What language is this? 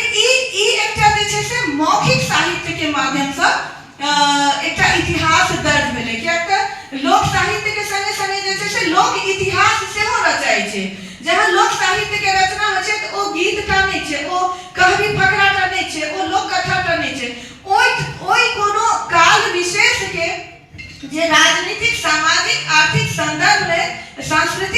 Maithili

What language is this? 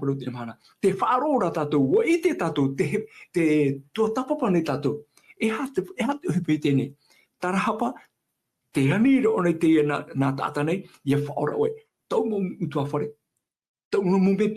Tahitian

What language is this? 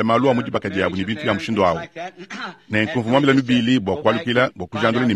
Luba-Lulua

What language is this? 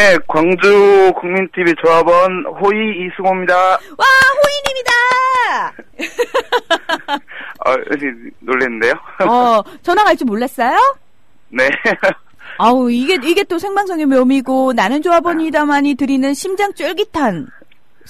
Korean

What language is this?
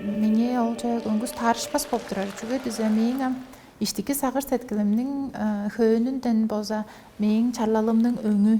Tuvinian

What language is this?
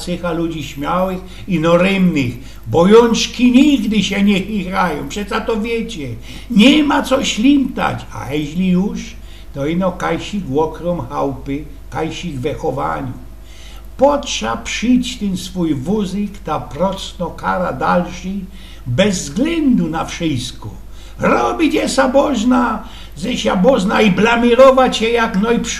Silesian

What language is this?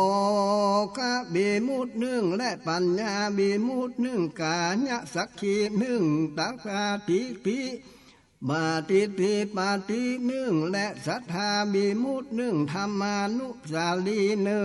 Northern Thai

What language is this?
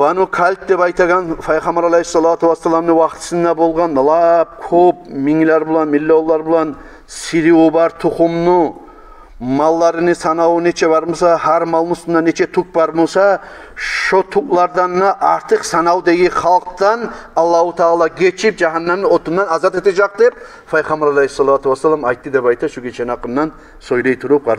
Kumyk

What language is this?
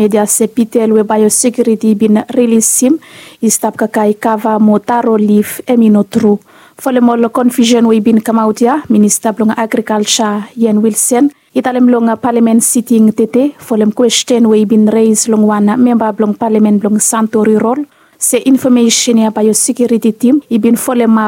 Bislama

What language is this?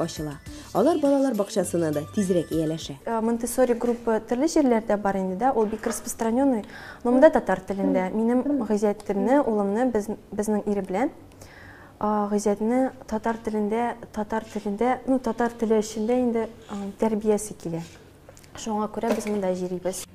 Tatar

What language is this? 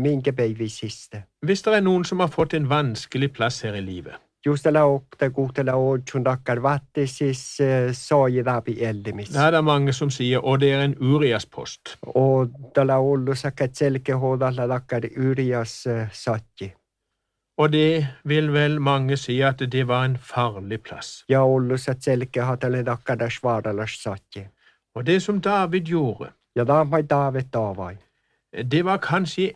Norwegian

